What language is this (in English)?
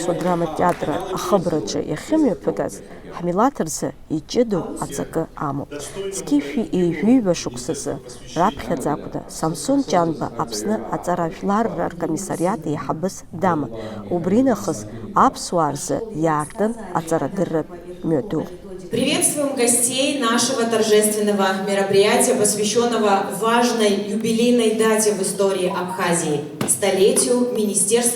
Abkhazian